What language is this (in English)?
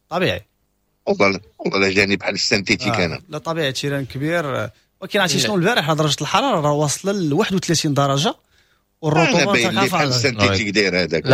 Moroccan Arabic